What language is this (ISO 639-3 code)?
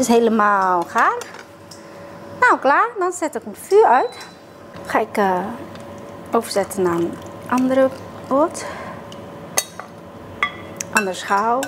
nld